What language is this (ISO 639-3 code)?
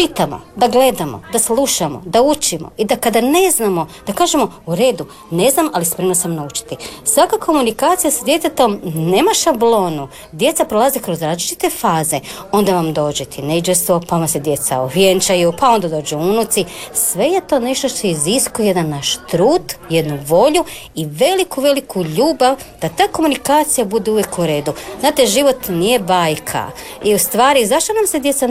hrv